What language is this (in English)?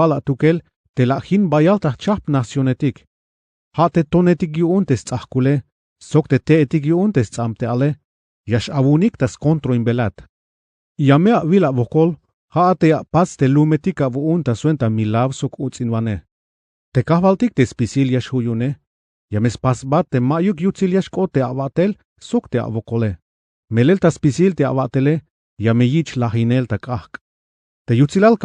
Tzeltal